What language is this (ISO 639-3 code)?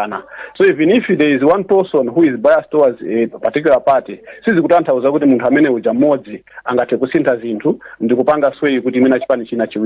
nya